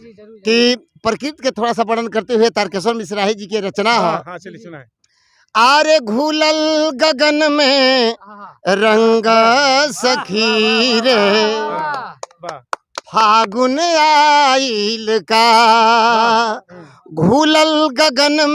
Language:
Bhojpuri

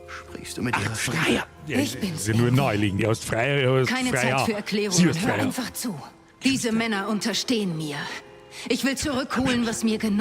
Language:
Bavarian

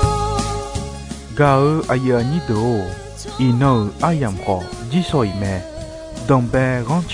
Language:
Akha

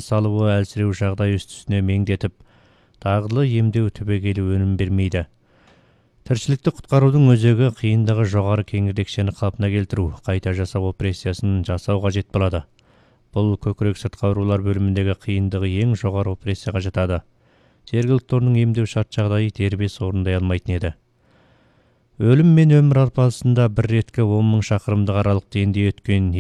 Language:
Kazakh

